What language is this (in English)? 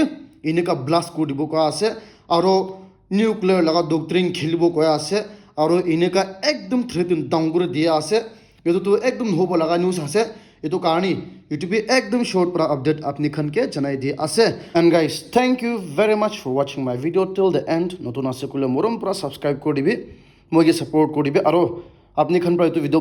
Naga Pidgin